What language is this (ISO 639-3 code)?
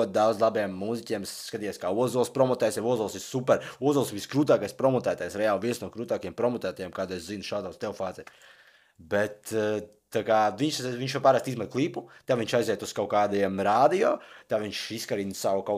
lav